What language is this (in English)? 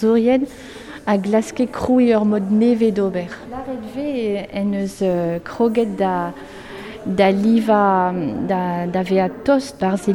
Breton